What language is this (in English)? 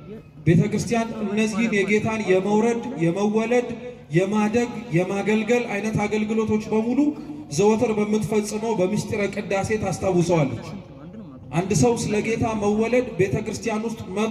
Amharic